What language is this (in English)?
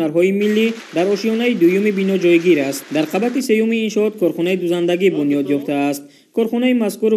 Tajik